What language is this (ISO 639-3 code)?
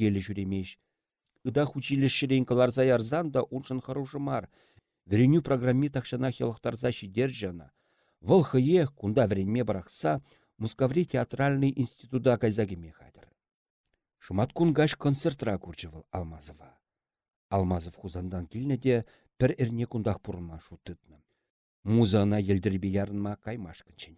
chv